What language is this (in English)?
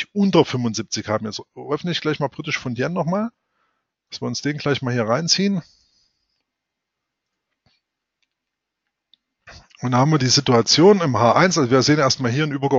German